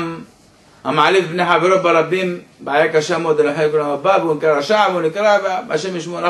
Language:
Hebrew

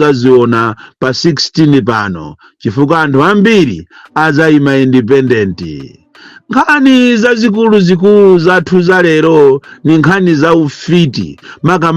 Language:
Nyanja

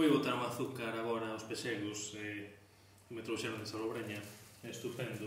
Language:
Galician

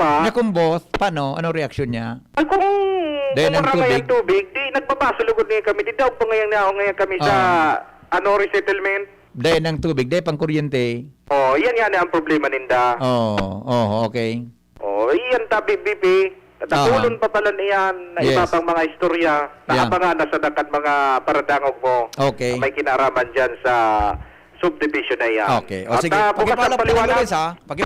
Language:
Bikol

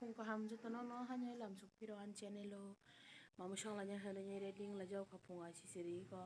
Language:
Kok Borok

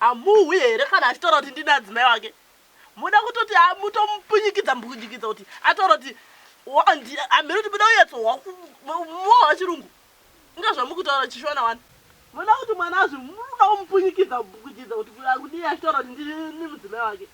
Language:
Shona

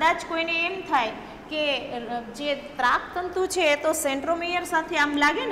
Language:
Gujarati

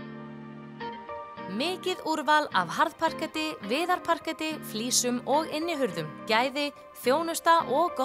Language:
Icelandic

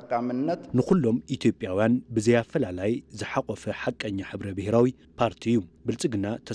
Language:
Tigrinya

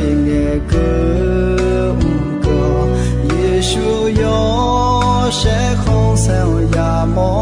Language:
Akha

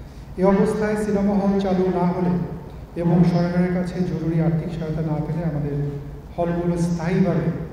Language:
Bangla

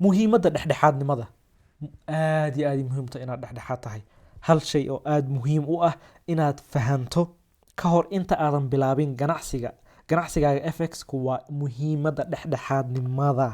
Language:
Somali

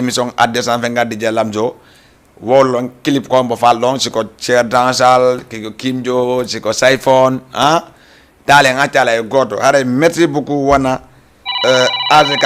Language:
Fula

